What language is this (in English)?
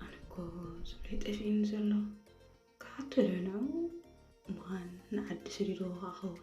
Tigrinya